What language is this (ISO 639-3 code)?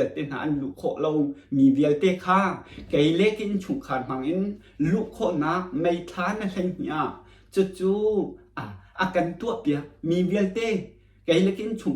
cnh